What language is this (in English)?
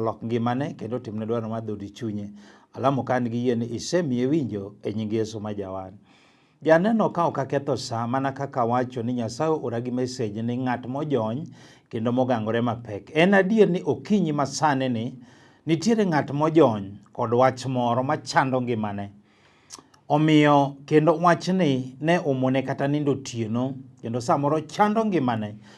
Luo (Kenya and Tanzania)